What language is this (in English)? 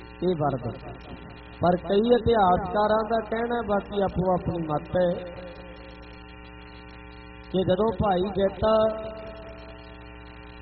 Punjabi